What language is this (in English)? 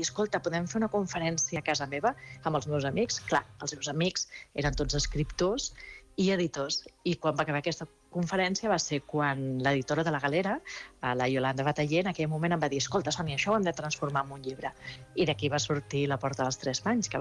Catalan